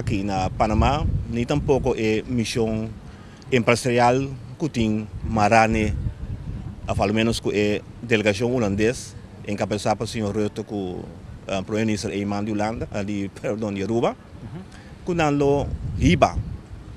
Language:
Papiamento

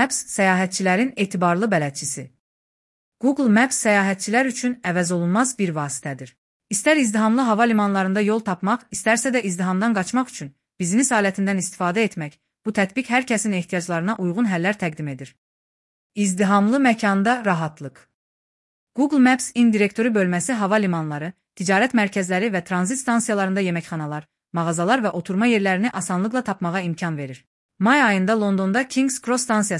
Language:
Azerbaijani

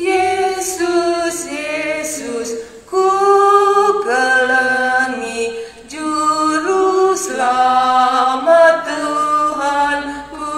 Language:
Batak Karo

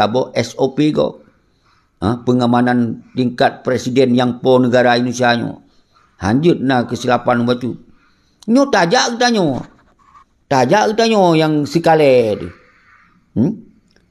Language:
Achinese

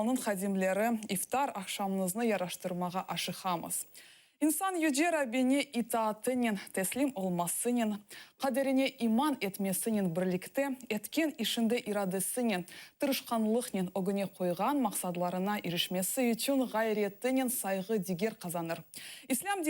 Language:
Crimean Tatar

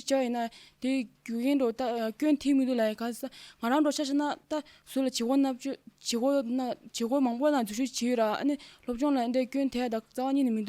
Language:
Tibetan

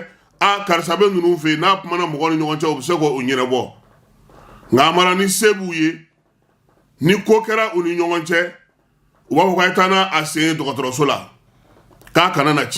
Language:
Bambara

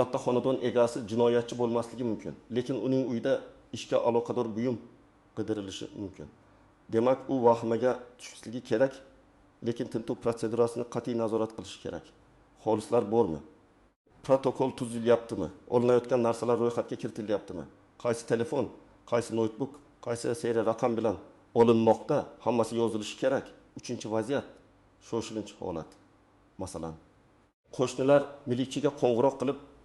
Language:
Uzbek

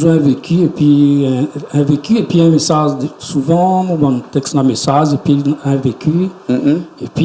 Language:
Réunion Creole French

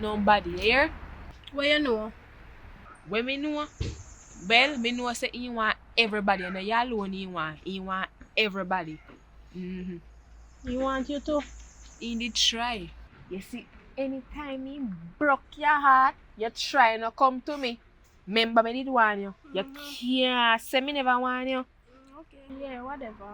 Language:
Jamaican Creole English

